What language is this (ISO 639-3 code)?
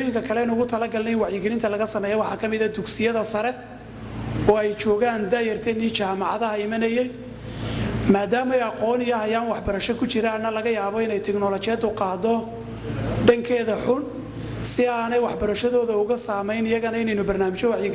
som